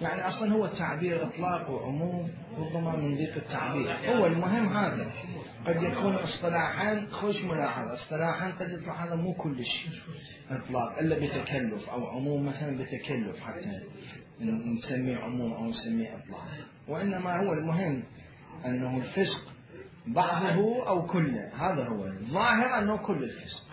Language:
Mesopotamian Arabic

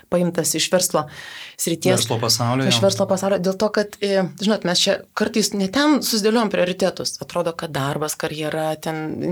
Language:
Lithuanian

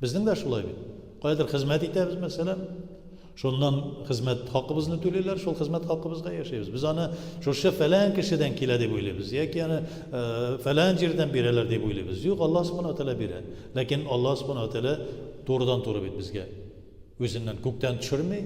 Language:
Tatar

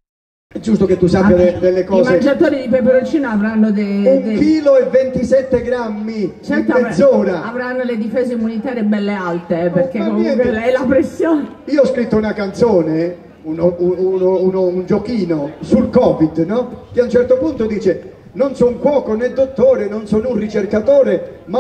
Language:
Italian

